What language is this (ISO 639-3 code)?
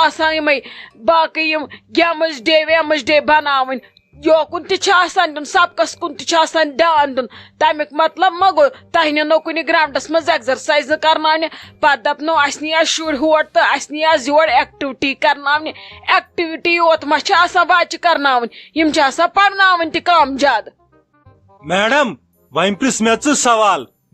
kas